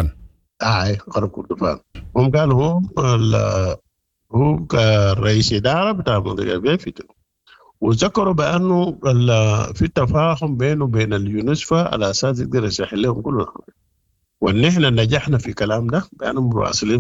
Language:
Sudanese Arabic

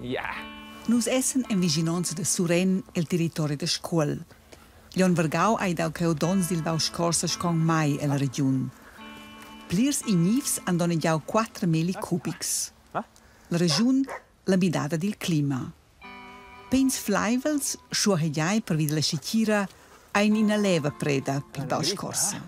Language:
Romansh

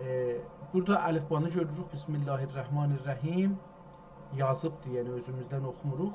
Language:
South Azerbaijani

